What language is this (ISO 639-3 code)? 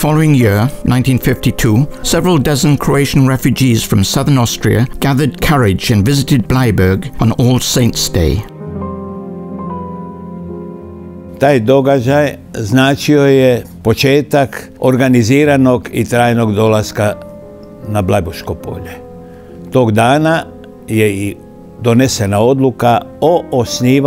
hrv